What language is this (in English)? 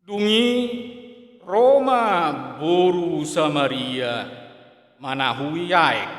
Batak Toba